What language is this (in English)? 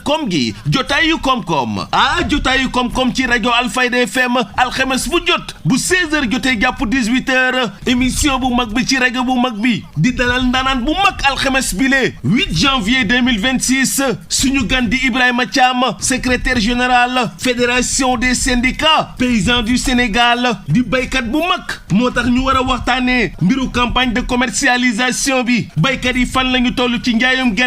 Wolof